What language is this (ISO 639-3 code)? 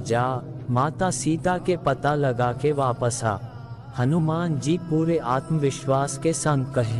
hne